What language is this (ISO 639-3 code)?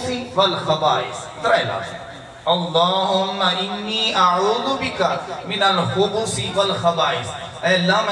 skr